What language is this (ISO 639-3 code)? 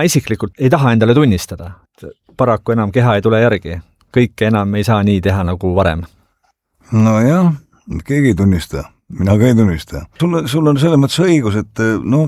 est